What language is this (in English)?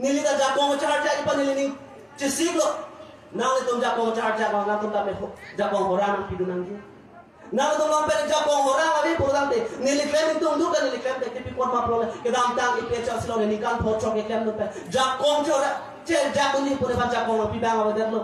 Karbi